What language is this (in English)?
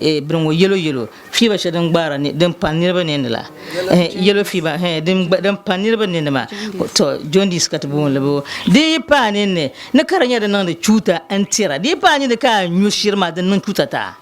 Dagbani